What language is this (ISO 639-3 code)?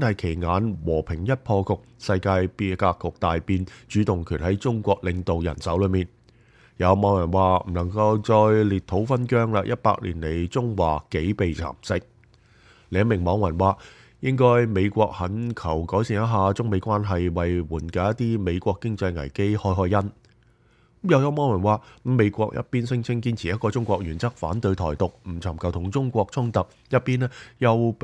yue